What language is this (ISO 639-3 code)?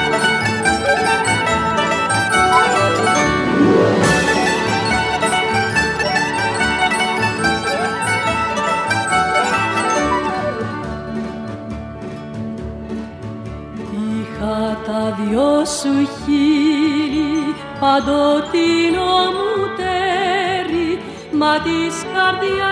ell